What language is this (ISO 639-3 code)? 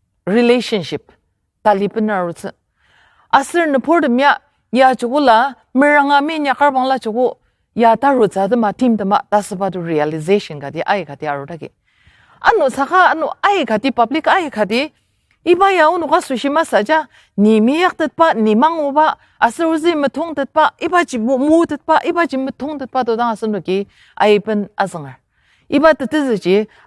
njo